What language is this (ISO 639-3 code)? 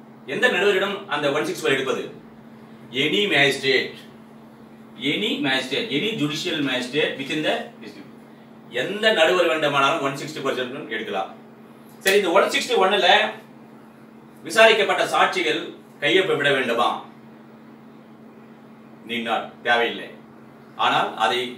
tam